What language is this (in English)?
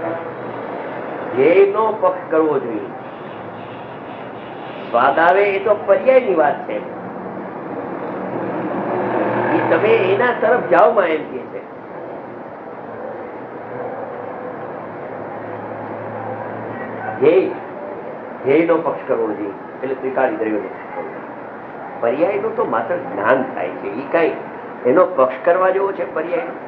Gujarati